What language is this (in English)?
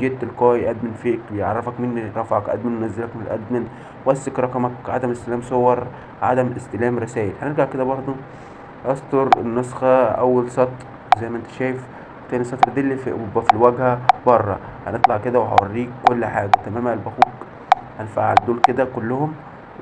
Egyptian Arabic